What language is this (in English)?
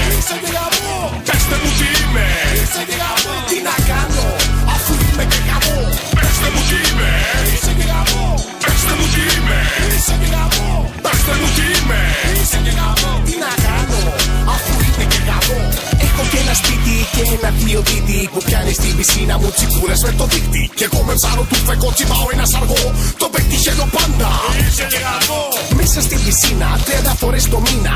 Greek